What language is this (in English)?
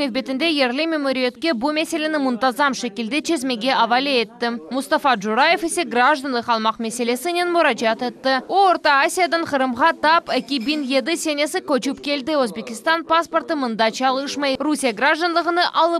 Crimean Tatar